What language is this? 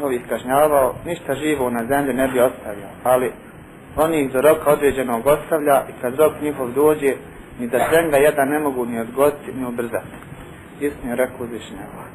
Bosnian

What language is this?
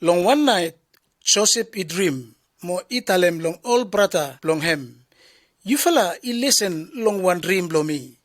Bislama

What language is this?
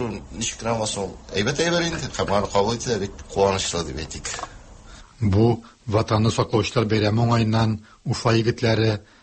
Tatar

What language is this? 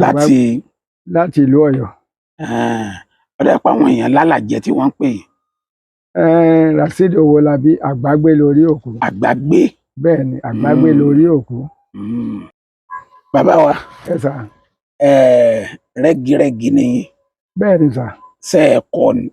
Yoruba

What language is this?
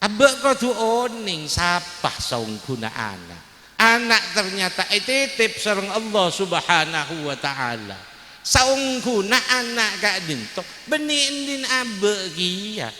Madurese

